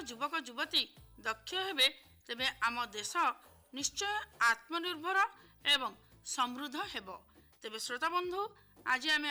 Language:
Odia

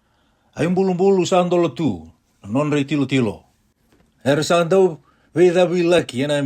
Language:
Fijian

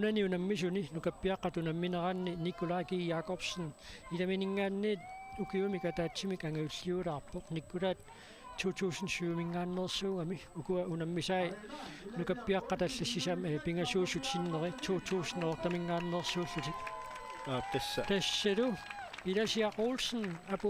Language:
Kalaallisut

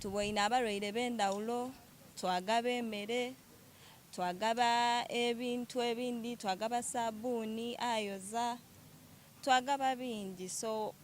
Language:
Soga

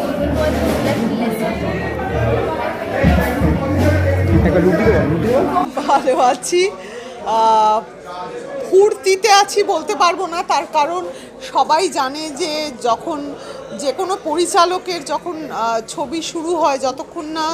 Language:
Bangla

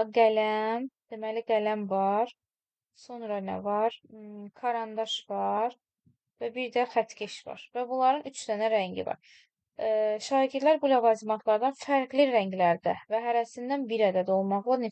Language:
Azerbaijani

